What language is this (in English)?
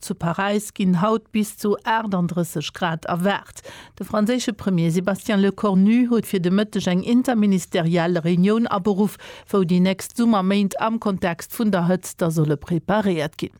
Luxembourgish